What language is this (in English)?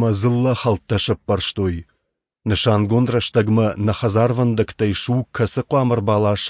Ossetic